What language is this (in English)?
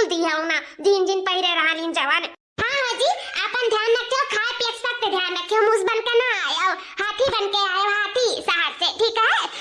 Awadhi